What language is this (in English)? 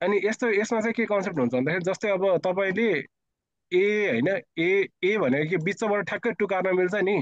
Nepali